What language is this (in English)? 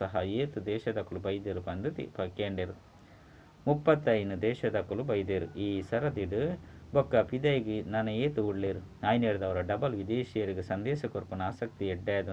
Tulu